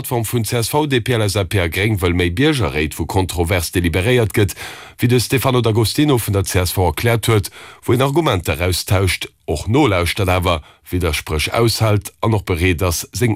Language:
Luxembourgish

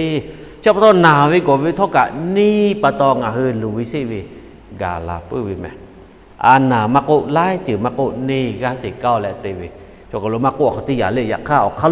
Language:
Lahu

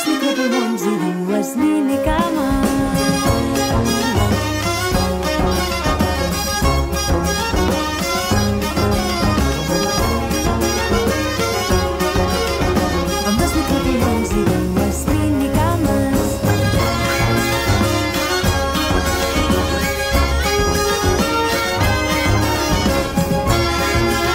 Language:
Catalan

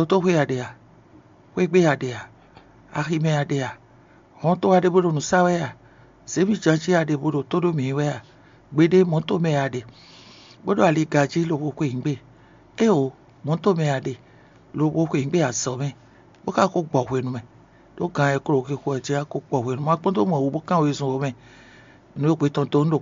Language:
Fon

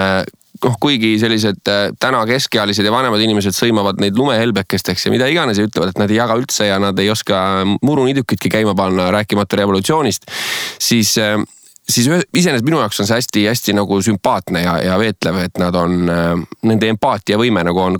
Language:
Estonian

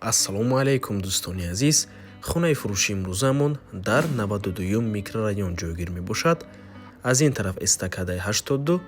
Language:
Tajik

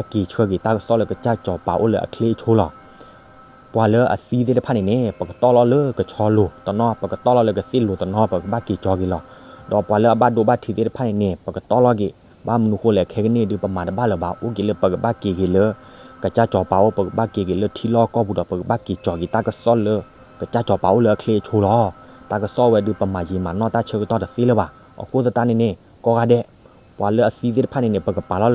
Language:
S'gaw Karen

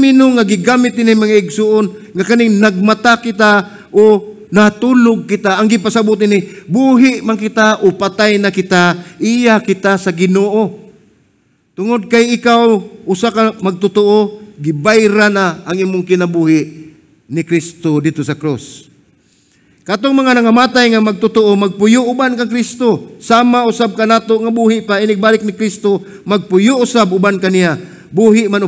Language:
Cebuano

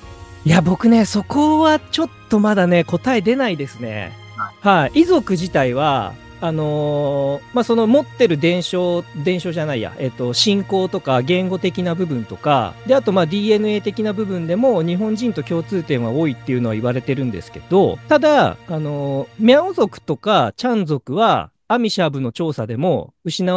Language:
Japanese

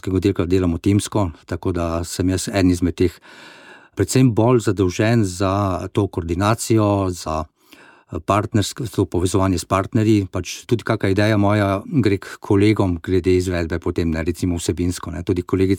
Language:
Slovenian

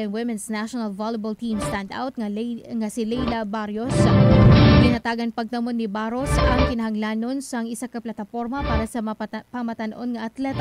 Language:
Hiligaynon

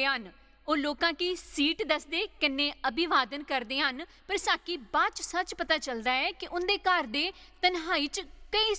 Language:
Dogri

